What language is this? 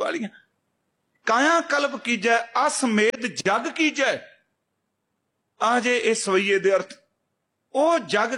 Punjabi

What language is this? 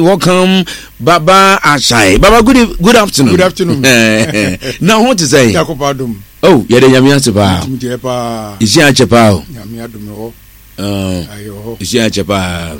Akan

